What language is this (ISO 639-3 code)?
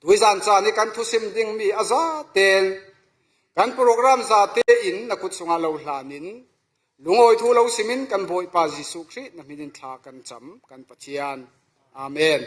cfm